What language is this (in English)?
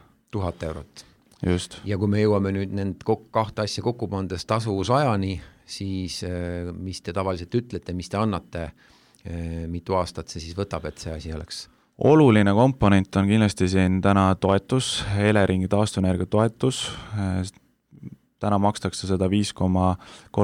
Estonian